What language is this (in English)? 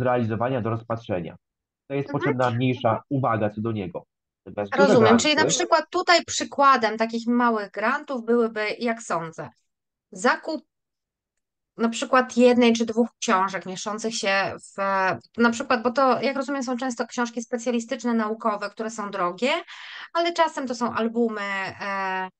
Polish